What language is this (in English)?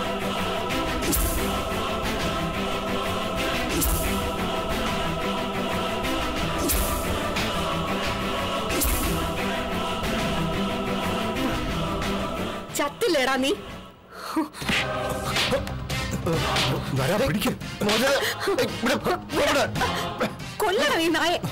Malayalam